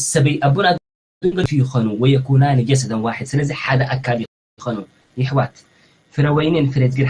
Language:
Tigrinya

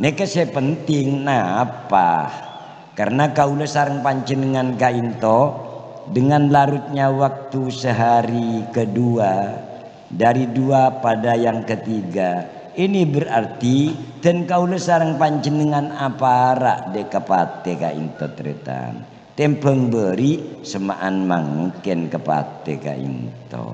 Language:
Madurese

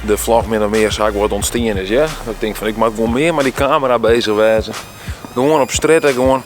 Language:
Western Frisian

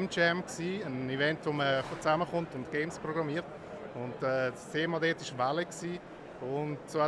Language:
Swiss German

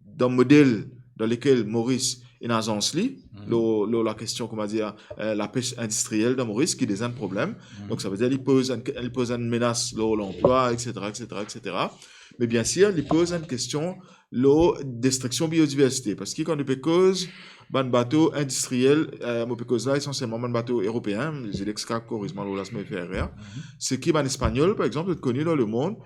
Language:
Morisyen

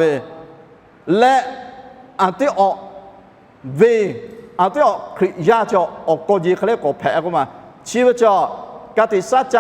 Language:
Lahu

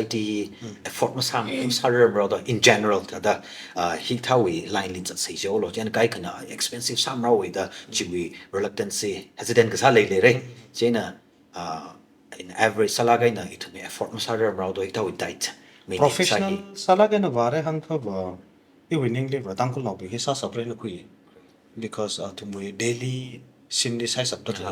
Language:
Tangkhul Naga (India)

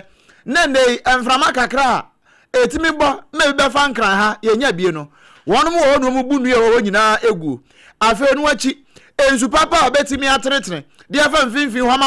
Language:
Akan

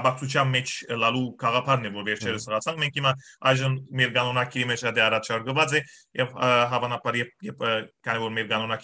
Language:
Western Armenian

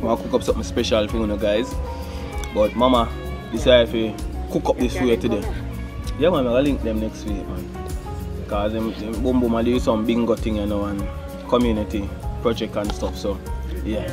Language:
Jamaican Creole English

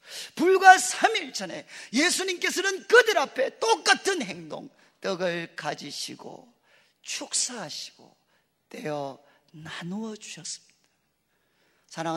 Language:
Korean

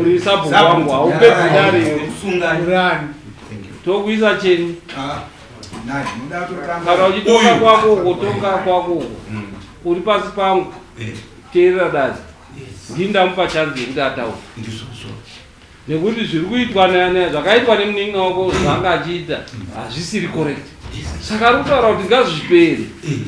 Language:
Shona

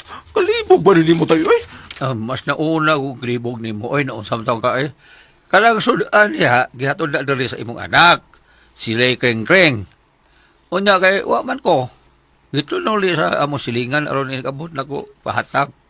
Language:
Cebuano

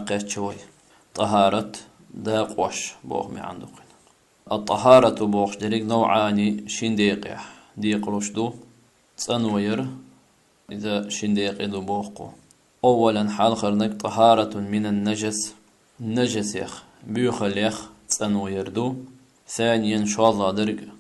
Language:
Chechen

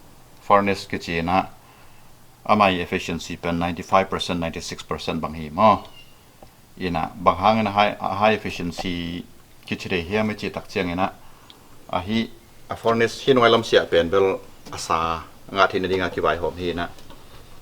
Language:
Tedim Chin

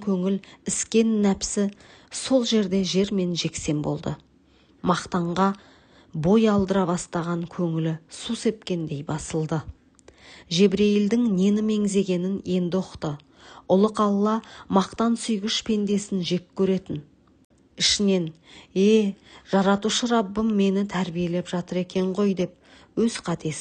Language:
Kazakh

